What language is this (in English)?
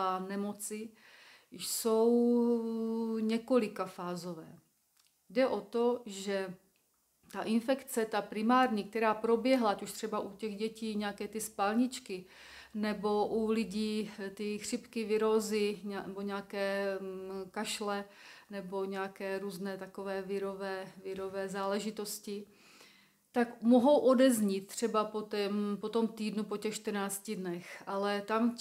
Czech